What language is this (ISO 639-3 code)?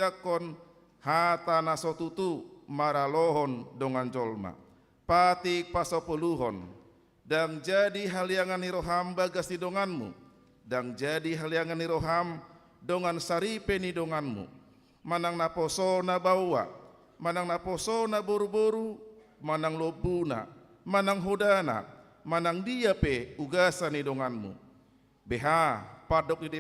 bbc